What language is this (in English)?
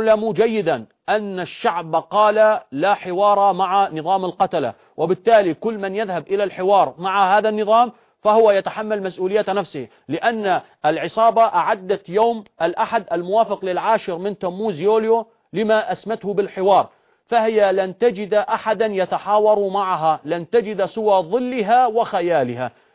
Arabic